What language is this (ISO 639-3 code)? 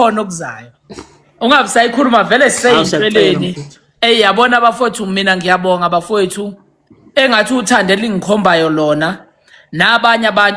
zul